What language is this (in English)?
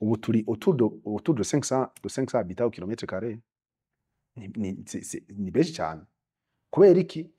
Rundi